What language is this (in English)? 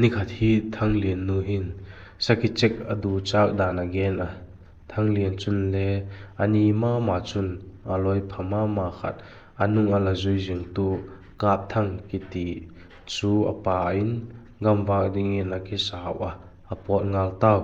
Vaiphei